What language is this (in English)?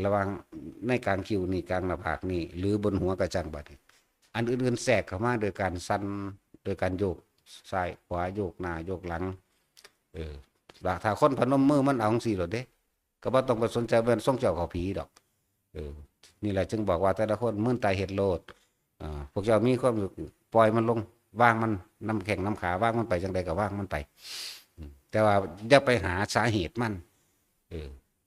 Northeastern Thai